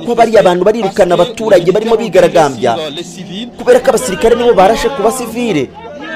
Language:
Kinyarwanda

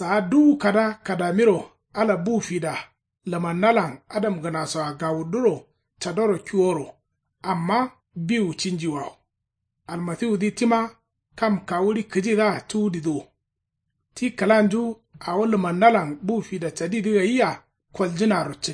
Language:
Kanuri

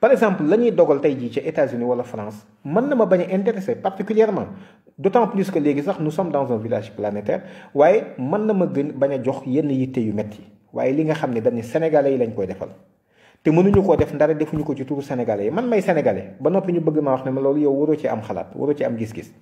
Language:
Wolof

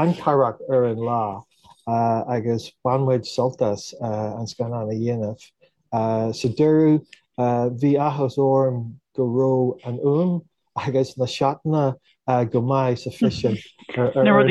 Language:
Irish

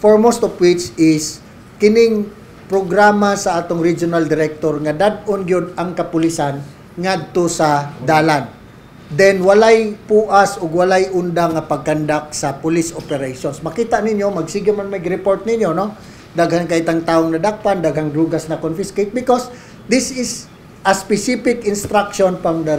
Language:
Cebuano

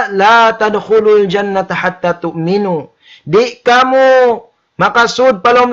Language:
Tausug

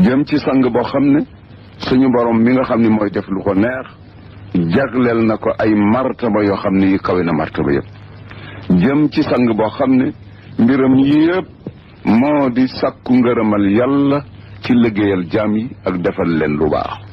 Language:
Wolof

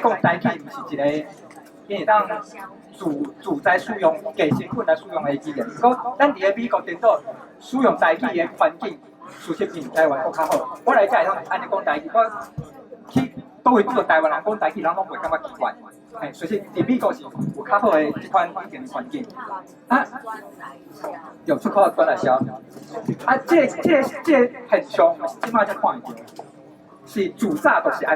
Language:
Min Nan Chinese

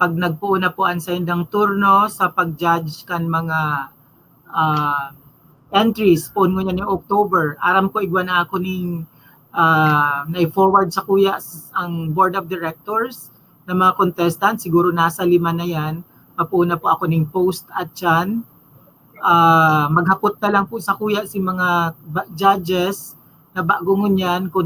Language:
Bikol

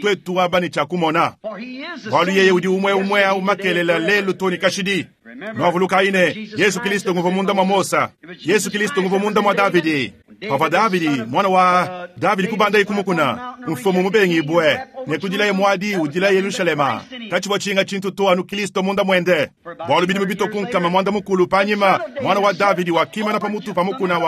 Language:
Luba-Lulua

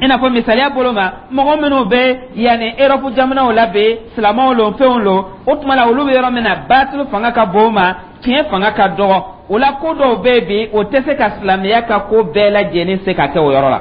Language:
Dyula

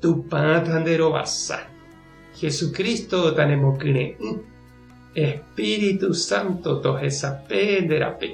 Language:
Guarani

